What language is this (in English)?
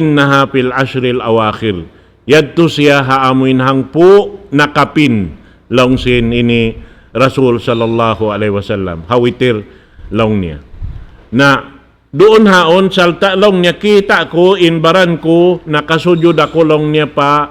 Tausug